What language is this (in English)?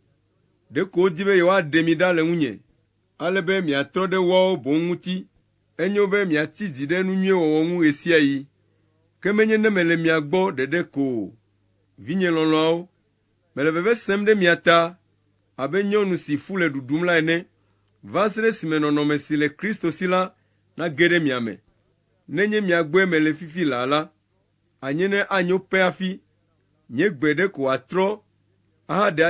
Ewe